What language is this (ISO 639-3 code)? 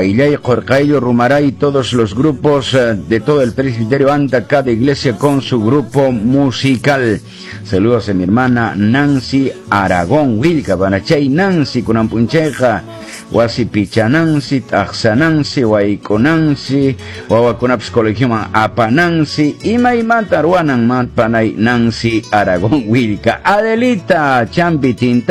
que